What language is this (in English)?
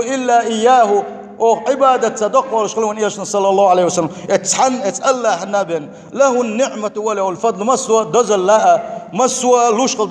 Chechen